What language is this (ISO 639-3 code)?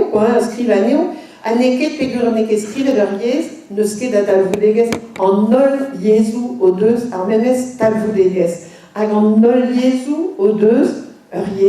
bre